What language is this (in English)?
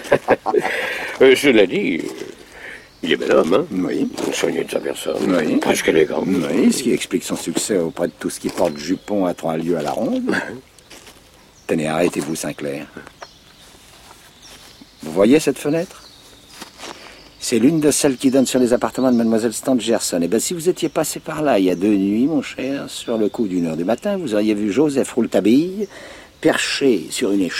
French